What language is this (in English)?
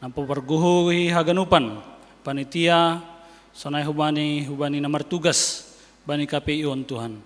Batak Simalungun